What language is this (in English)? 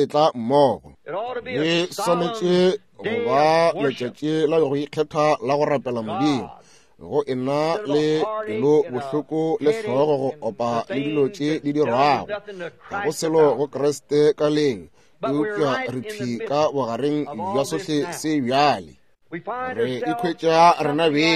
Northern Sotho